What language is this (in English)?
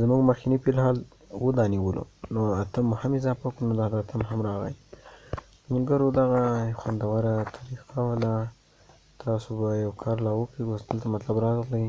Pashto